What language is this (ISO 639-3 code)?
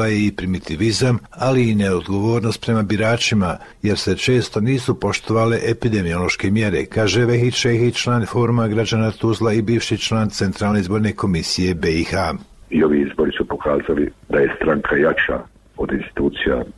bos